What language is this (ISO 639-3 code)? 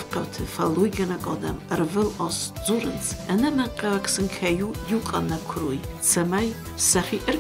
oss